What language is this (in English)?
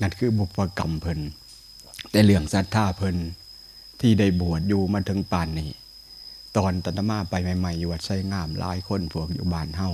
Northeastern Thai